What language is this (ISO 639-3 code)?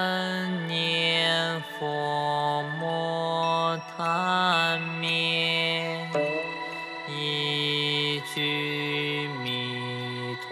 zho